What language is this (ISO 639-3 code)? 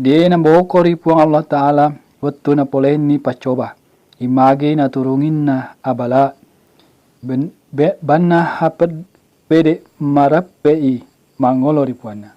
bug